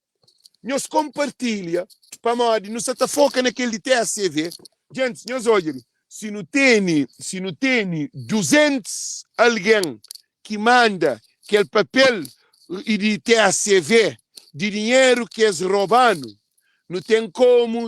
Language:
Kabuverdianu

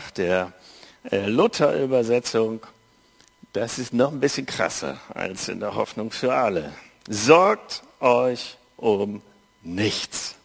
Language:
German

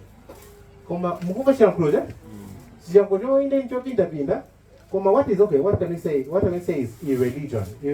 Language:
Nyanja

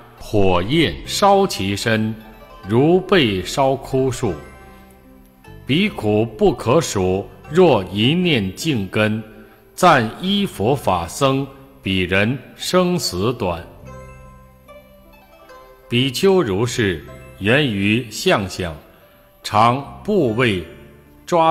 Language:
Chinese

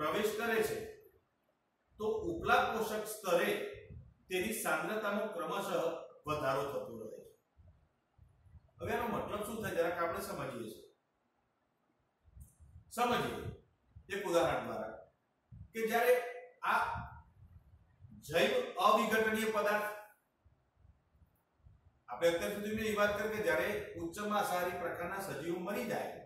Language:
Gujarati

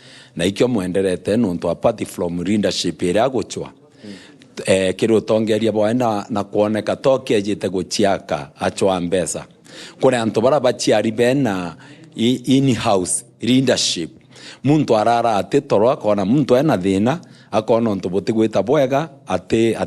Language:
Meru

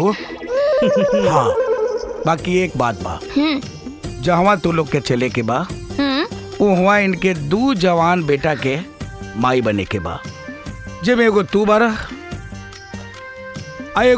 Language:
Bhojpuri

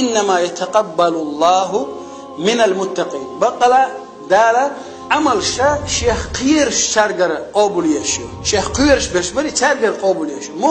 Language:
Chechen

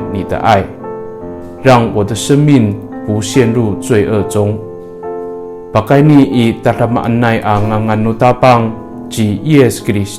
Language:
Amis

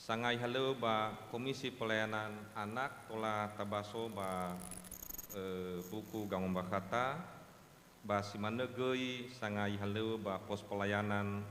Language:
Nias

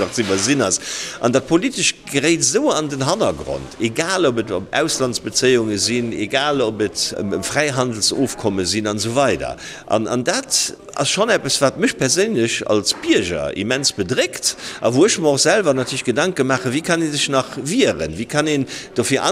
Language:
Luxembourgish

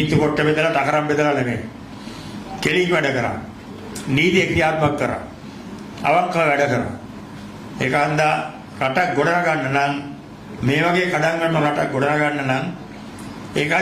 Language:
Sinhala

